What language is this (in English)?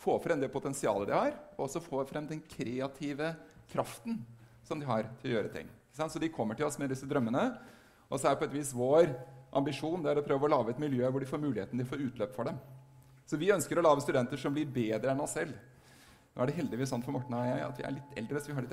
Norwegian